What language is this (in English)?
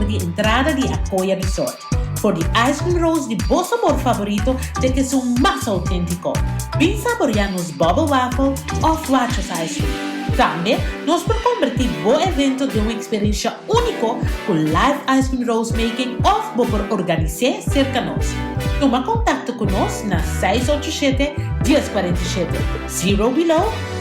Papiamento